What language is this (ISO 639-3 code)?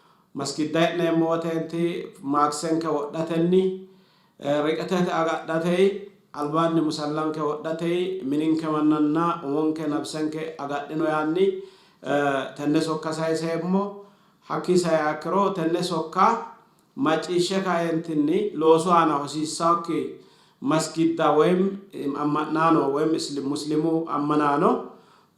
sid